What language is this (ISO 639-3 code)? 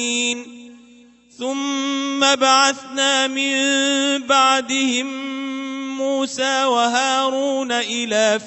ara